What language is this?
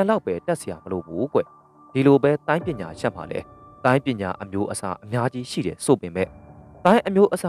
Burmese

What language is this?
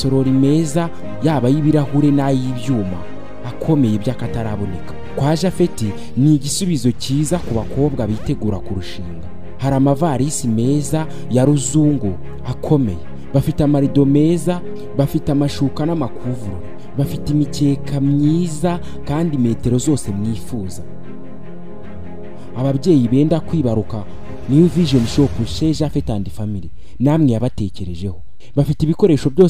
Kinyarwanda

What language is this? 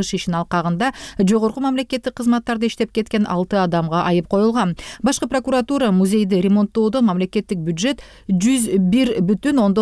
Kyrgyz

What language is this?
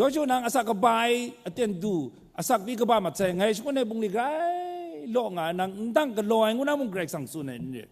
Kachin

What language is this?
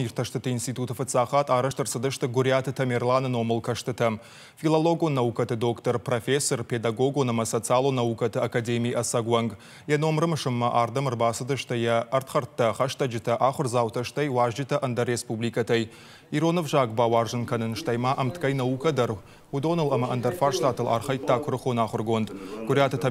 Ossetic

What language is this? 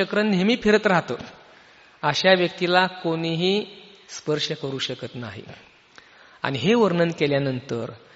Marathi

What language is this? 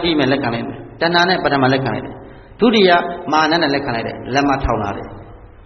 Burmese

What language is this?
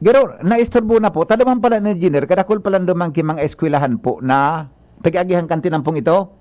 Bikol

